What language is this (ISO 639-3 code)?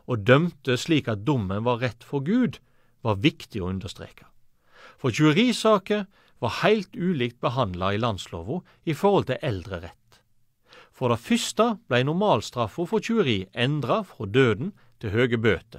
nor